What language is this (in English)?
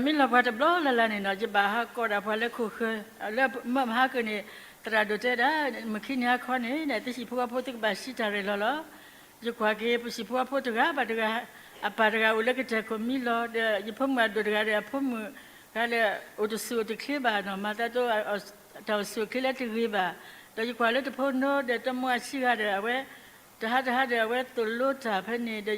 S'gaw Karen